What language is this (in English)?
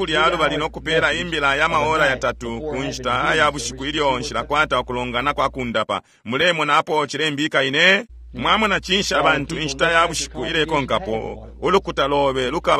Bemba